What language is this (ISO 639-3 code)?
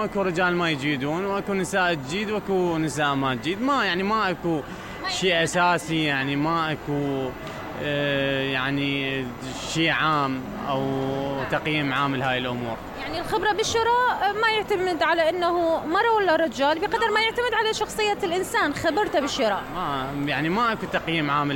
acm